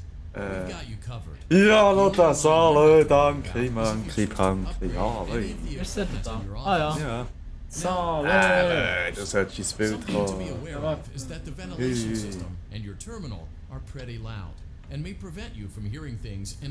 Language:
Swiss German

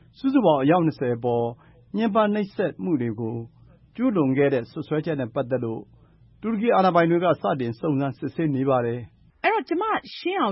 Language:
Burmese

